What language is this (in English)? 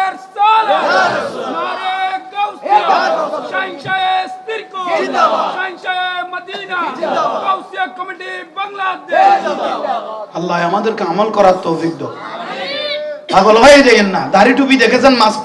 Bangla